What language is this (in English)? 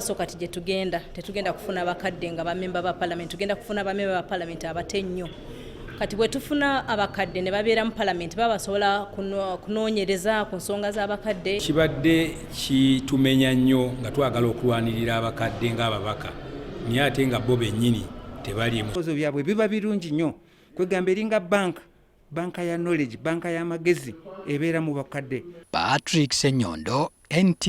Ganda